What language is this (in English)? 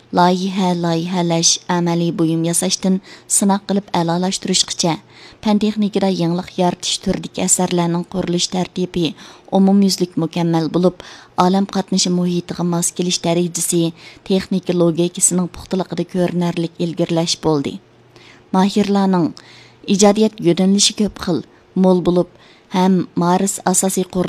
Uyghur